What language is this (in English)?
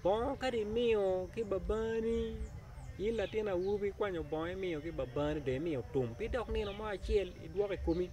Acoli